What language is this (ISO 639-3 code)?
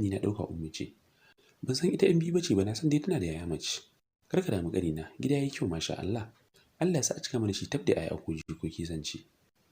hau